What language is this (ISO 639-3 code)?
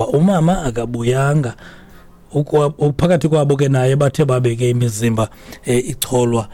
xho